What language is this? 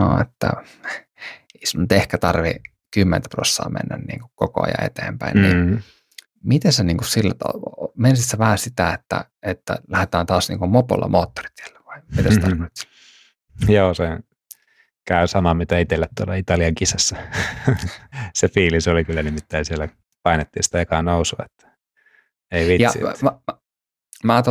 Finnish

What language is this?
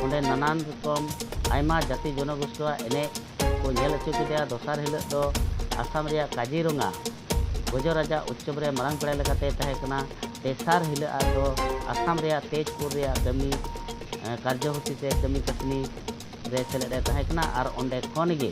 Santali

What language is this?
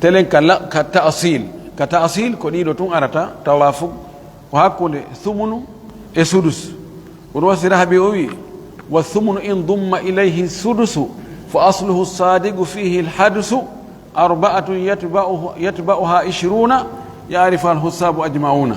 Pular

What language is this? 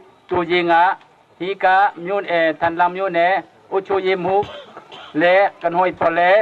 Hakha Chin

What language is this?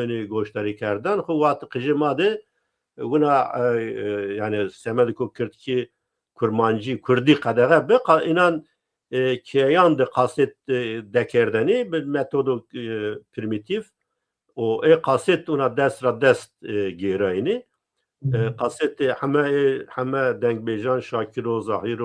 Zaza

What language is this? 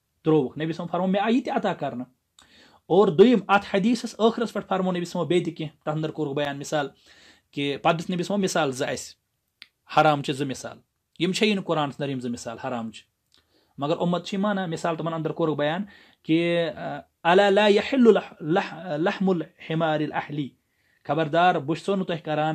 Kashmiri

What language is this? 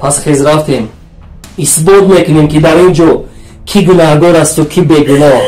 Tajik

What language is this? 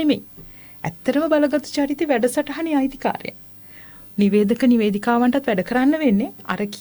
Sinhala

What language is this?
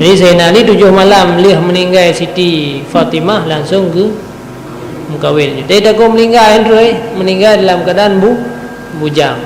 Achinese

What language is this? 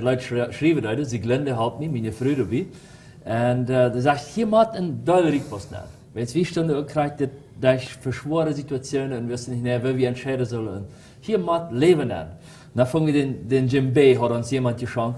Plautdietsch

